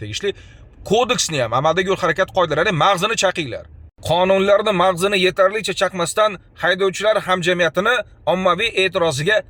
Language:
Uzbek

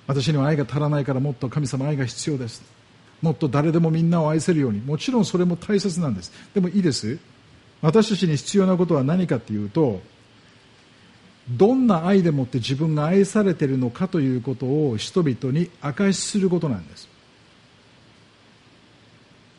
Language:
Japanese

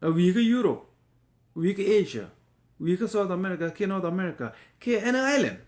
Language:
Nuer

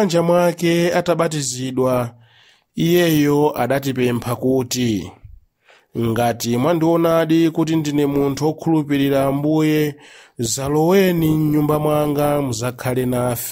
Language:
Nyanja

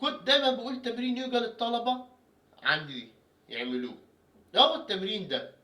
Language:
Egyptian Arabic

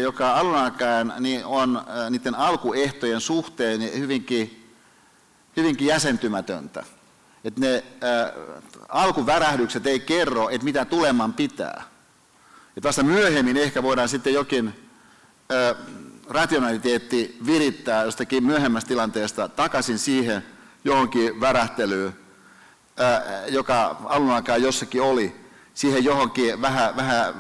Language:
Finnish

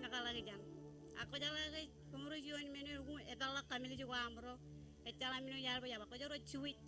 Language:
Marshallese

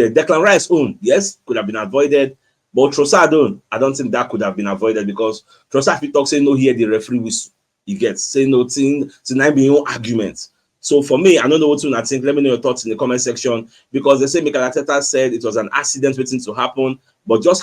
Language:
Nigerian Pidgin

